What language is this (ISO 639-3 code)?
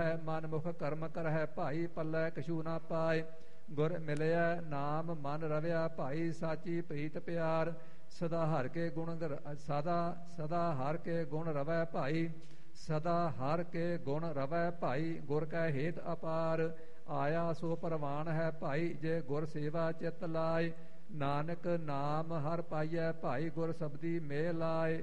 pan